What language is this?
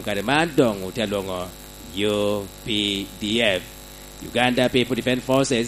Lango (Uganda)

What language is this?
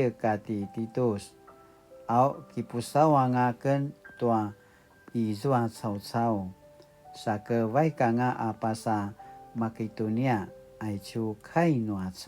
Paiwan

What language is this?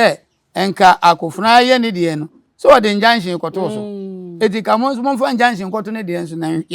Akan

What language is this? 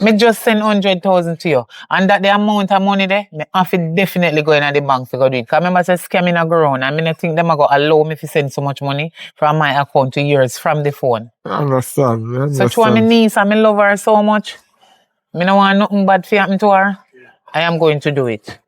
Jamaican Creole English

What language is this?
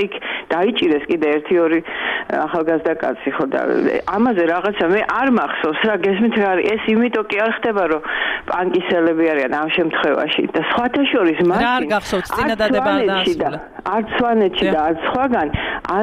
Georgian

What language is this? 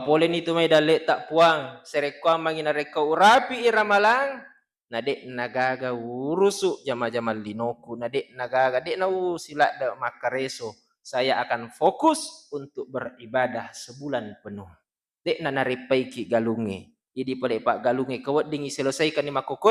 Buginese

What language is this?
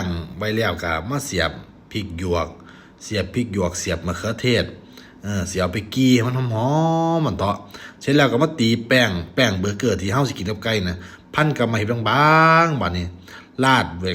Lao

